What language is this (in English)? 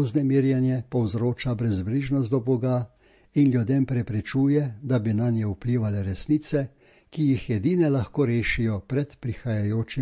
Slovenian